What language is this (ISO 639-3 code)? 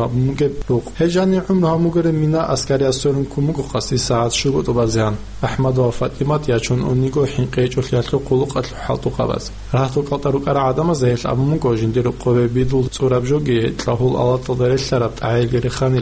ava